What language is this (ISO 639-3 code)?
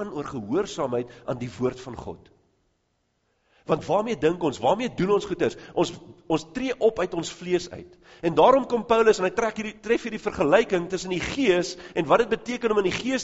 afr